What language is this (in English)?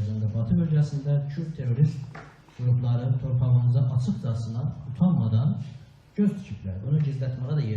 South Azerbaijani